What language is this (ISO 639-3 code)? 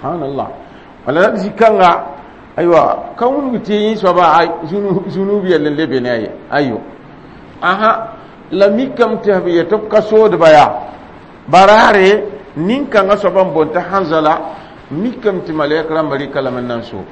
mos